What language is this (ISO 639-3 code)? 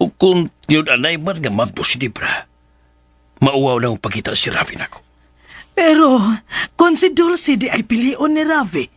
ceb